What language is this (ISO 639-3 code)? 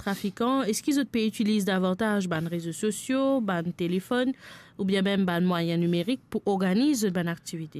mfe